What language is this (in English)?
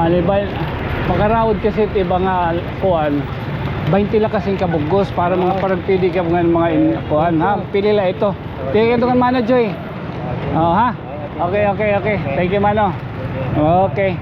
Waray